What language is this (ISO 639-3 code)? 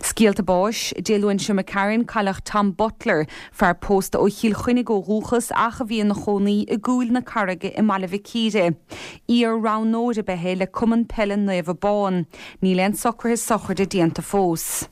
gle